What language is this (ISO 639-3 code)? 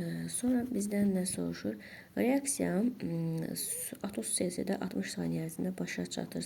aze